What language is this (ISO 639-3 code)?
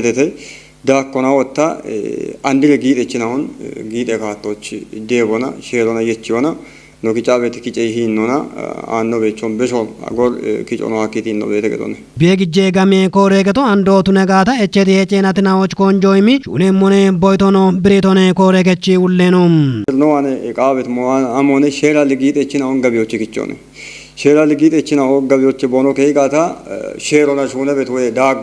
kbr